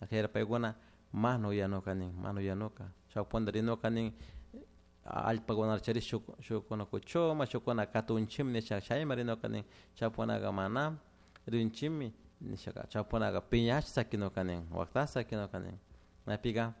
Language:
Chimborazo Highland Quichua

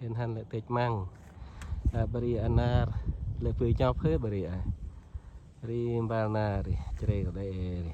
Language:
Central Mnong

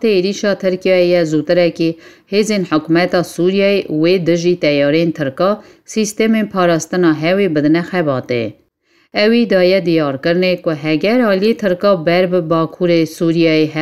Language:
Kurdish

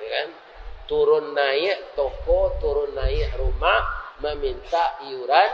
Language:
Minangkabau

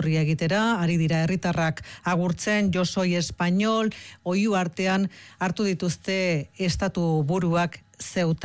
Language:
Basque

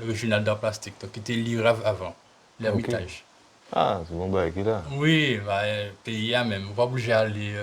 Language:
Guadeloupean Creole French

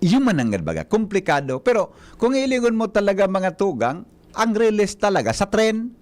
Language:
Bikol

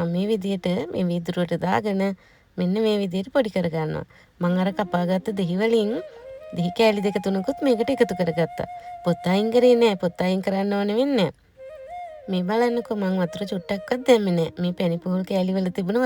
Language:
Sinhala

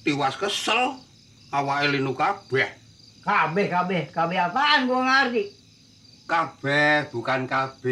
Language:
Betawi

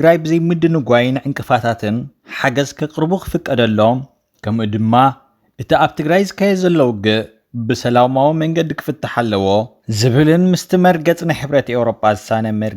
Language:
Tigrinya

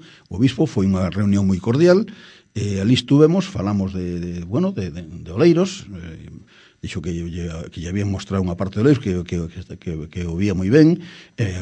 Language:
Galician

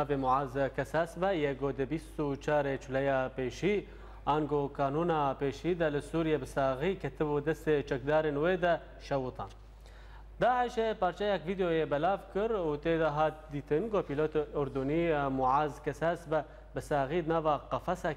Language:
Kurdish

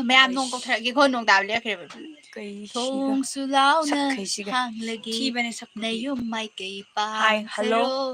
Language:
Manipuri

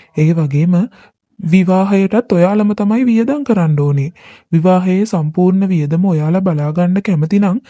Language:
Sinhala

